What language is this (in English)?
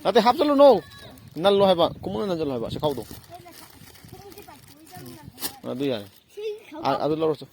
Manipuri